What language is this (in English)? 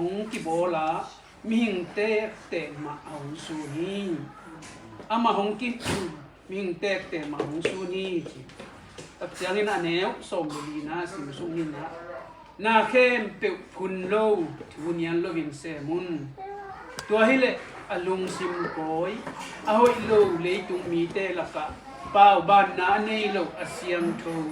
Tedim Chin